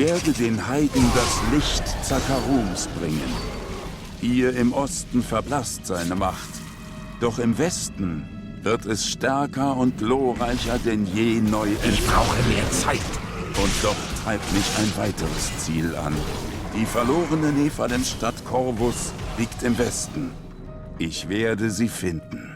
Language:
Swiss German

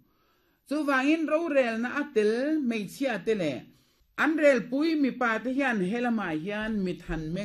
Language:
Mizo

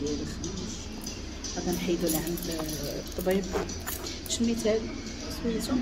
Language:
Moroccan Arabic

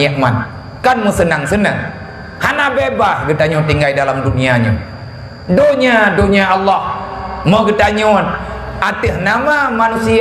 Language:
Achinese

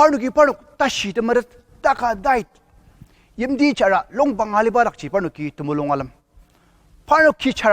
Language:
Ao Naga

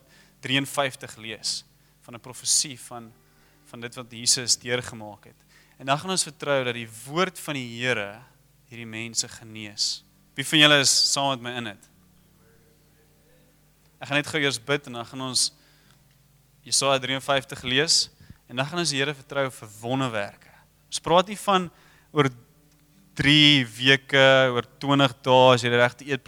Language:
Afrikaans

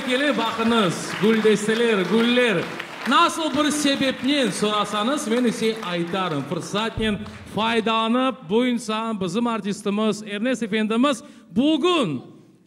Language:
Crimean Tatar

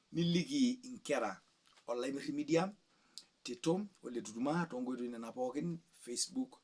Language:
Masai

